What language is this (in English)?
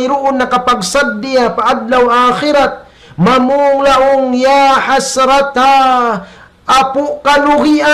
Tausug